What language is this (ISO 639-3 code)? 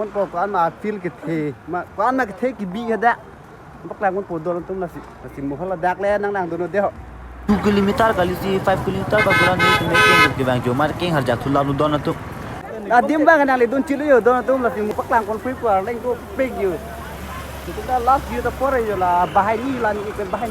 mjw